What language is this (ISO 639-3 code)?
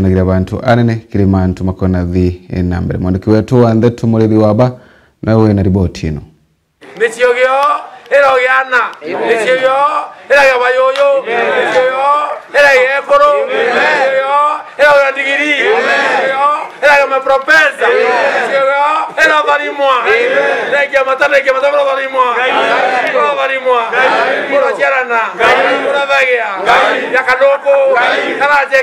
mer